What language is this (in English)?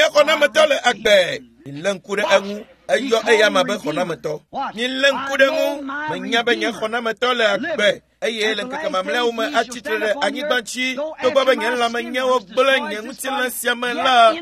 Ewe